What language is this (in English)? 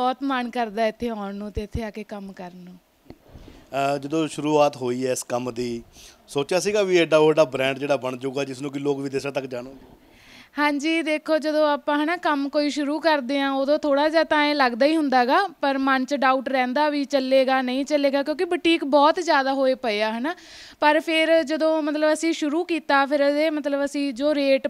Punjabi